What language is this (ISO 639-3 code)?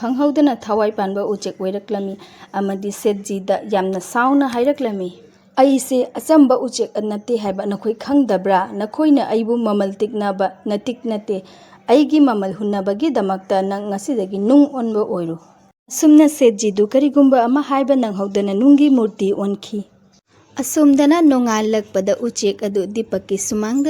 mni